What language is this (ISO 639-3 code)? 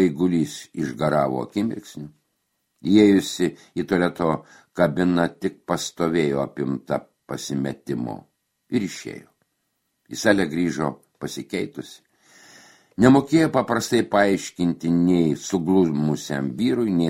lit